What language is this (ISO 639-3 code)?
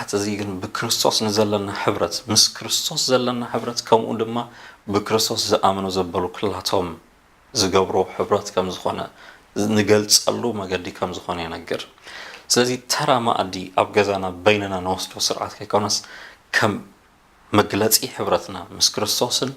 tir